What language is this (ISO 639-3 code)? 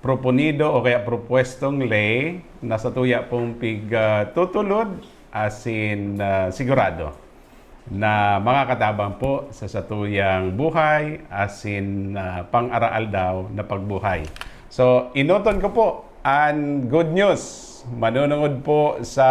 bik